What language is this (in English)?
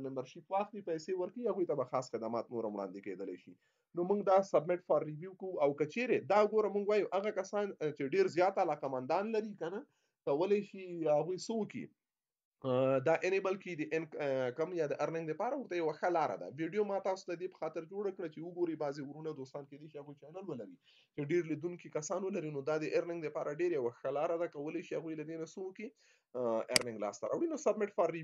Pashto